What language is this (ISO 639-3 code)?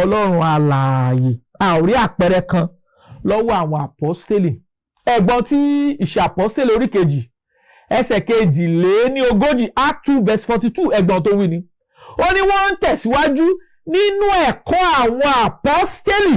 yor